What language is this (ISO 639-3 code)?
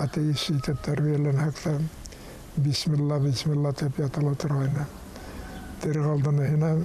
bak